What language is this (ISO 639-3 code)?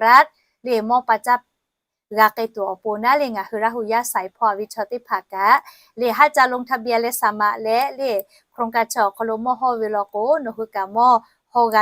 lhu